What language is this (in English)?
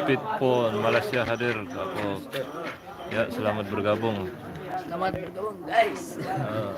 Sasak